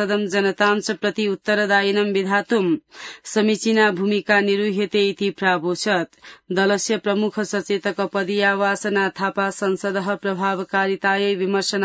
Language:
Sanskrit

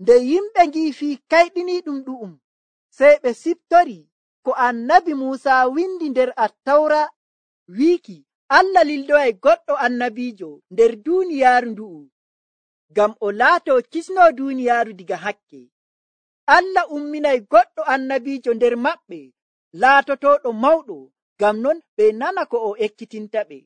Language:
Nigerian Fulfulde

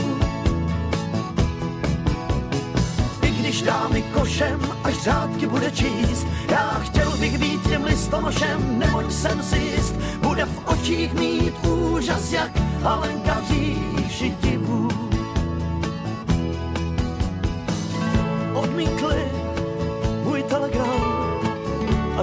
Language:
Czech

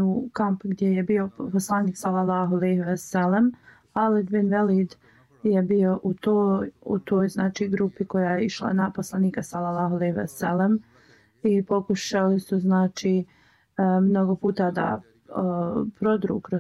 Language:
Bosnian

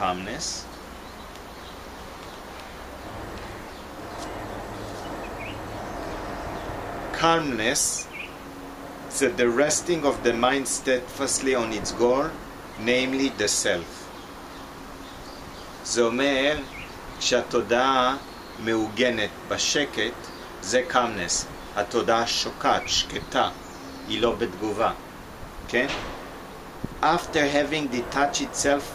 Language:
Hebrew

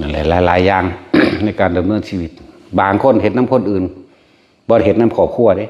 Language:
Northeastern Thai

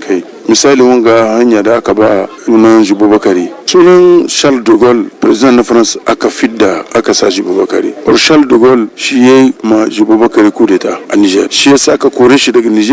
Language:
Hausa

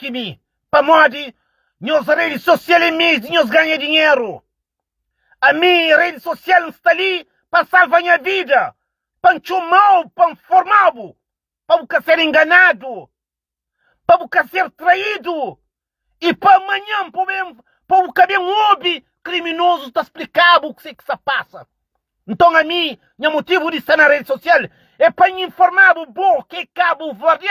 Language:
Kabuverdianu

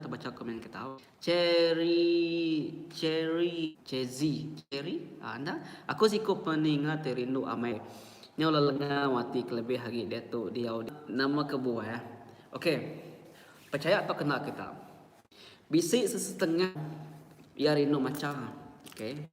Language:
Iban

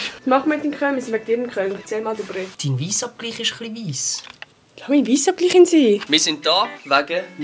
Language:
Swiss German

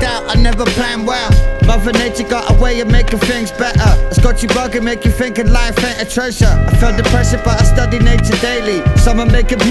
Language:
English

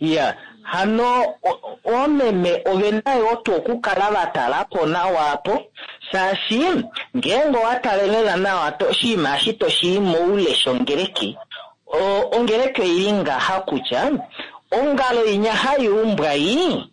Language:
Kuanyama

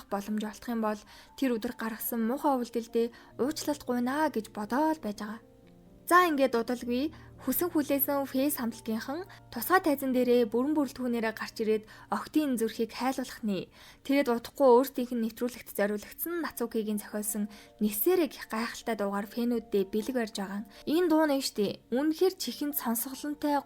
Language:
Mongolian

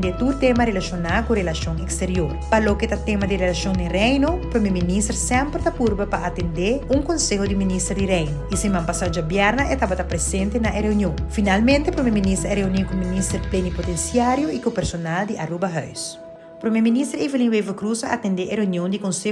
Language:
Papiamento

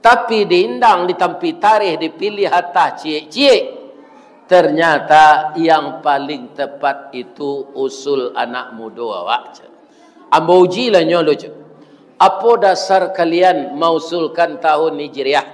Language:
Minangkabau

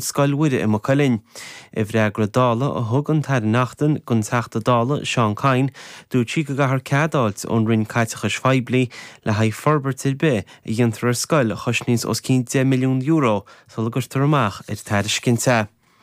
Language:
Irish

